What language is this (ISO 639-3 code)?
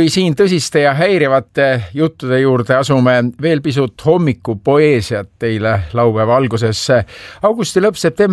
est